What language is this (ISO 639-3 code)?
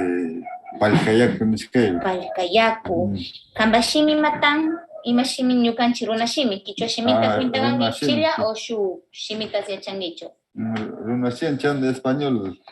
qvz